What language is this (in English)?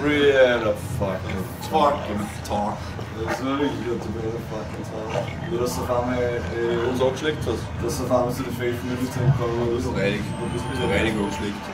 Bavarian